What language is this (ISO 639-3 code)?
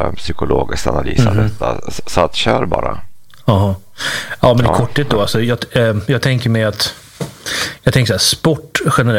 swe